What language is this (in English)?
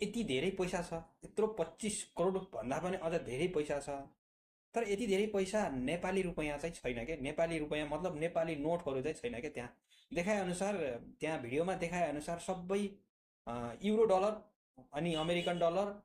Nepali